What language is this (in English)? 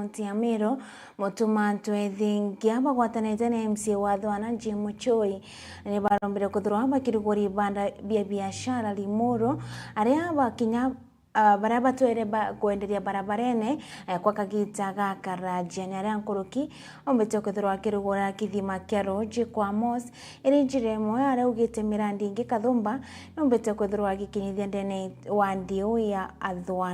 Meru